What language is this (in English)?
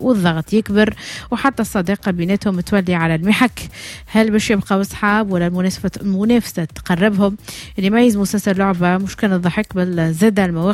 Tunisian Arabic